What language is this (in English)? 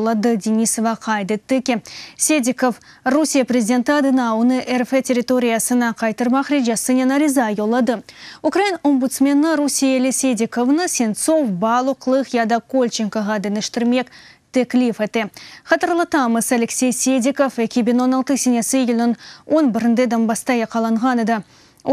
Crimean Tatar